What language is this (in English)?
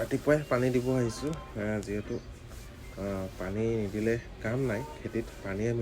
Assamese